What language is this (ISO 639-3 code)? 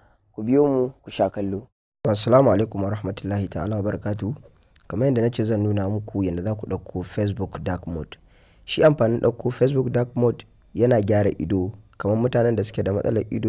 hau